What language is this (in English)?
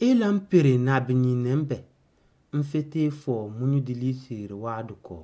Somali